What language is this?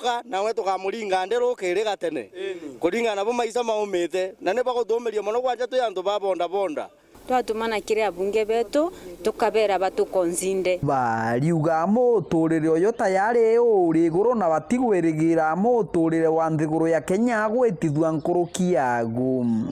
Meru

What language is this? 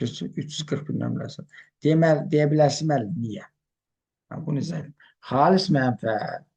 Azerbaijani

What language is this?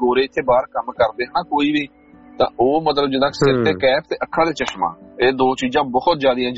Punjabi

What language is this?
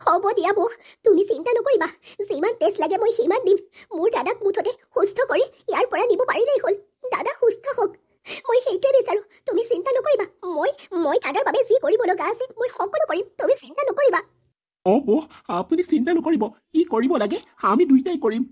Assamese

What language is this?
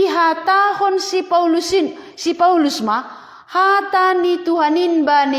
Batak Simalungun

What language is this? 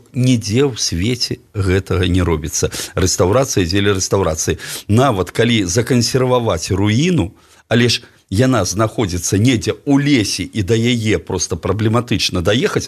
Belarusian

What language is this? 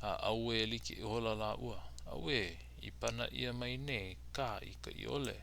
Hawaiian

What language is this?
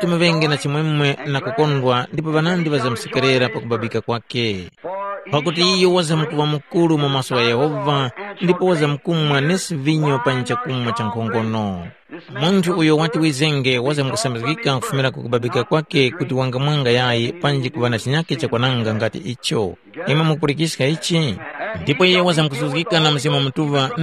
Tumbuka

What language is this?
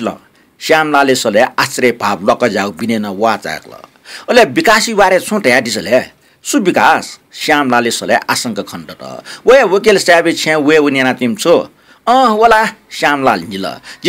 Newari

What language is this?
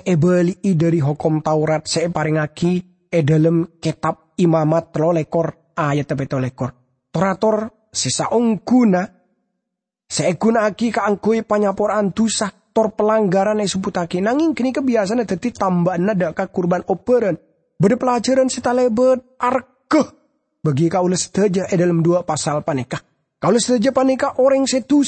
Madurese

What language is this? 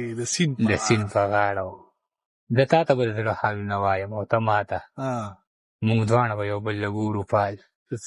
Pashto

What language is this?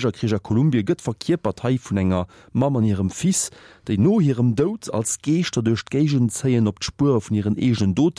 Luxembourgish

